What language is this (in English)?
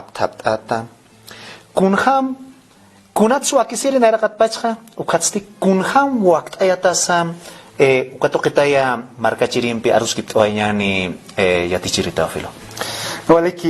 Aymara